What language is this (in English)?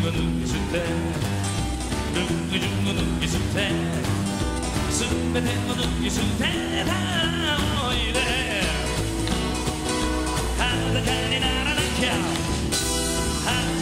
Japanese